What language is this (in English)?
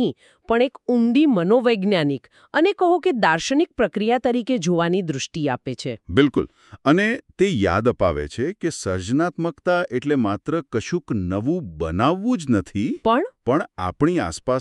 Gujarati